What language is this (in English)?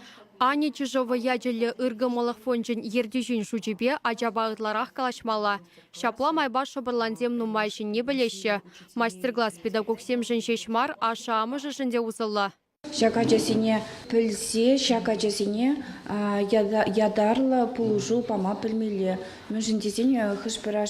Chuvash